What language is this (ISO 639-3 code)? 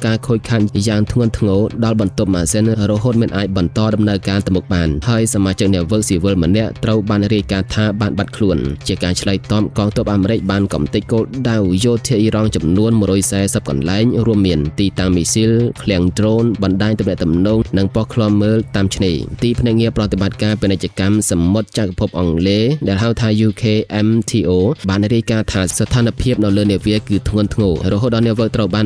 khm